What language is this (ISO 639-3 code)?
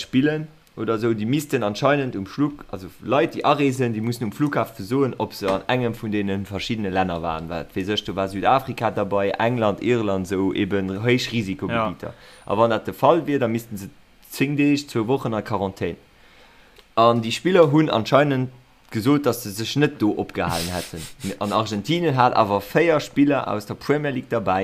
ltz